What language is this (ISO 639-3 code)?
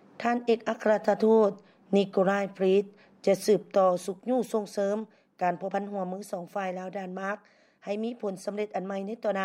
lao